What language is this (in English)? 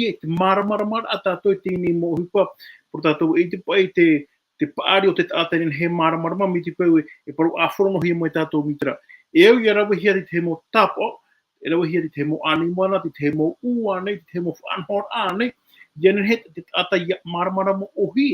Tahitian